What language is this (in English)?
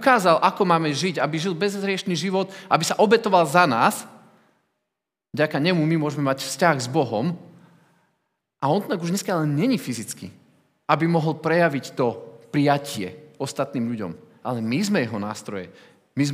Slovak